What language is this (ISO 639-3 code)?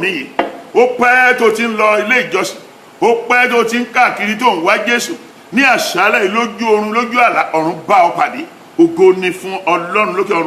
yor